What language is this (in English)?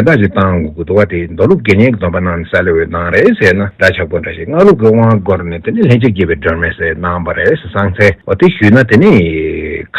Tibetan